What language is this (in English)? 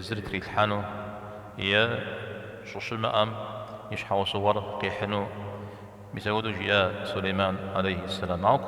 Kabardian